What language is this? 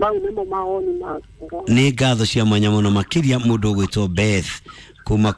Kikuyu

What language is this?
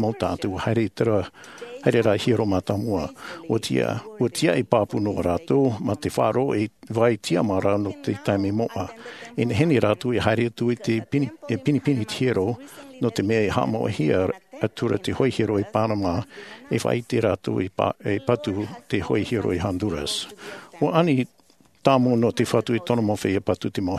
Tahitian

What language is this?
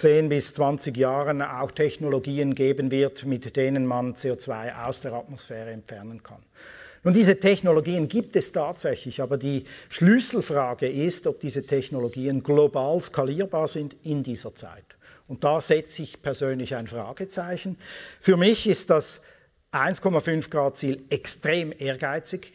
German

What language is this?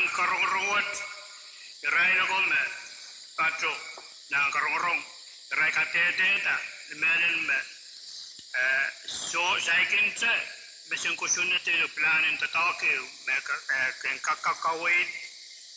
Pohnpeian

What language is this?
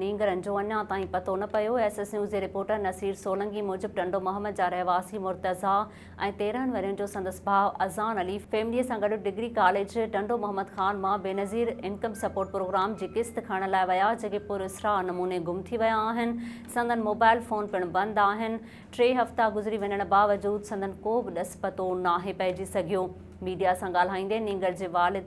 Sindhi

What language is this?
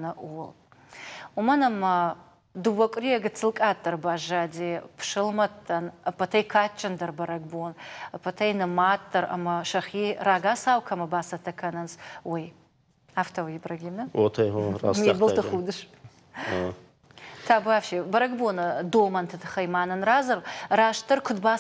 Ossetic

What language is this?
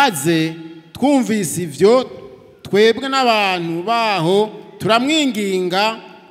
Rundi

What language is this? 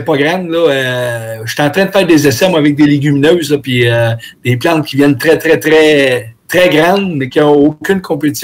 French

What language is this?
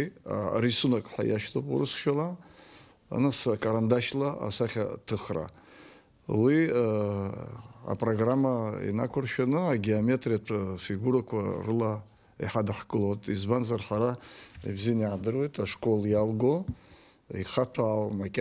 Abkhazian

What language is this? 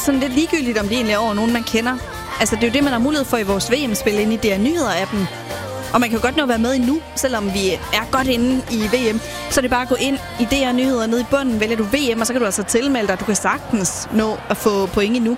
Danish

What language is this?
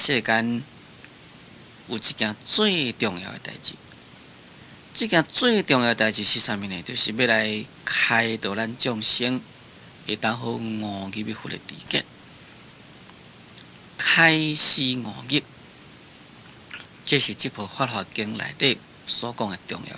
Min Nan Chinese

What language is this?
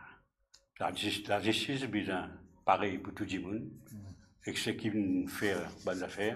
Morisyen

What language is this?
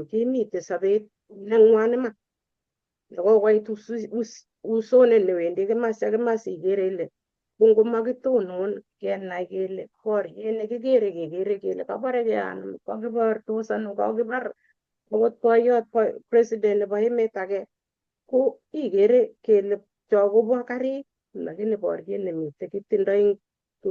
Kalenjin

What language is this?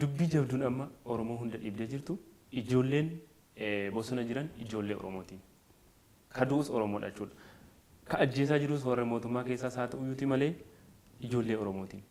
Oromo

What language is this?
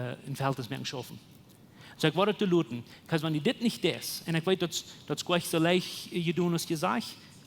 Plautdietsch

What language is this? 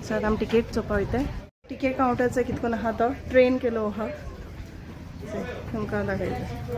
Konkani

